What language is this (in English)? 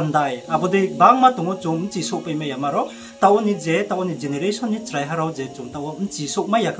Riang (India)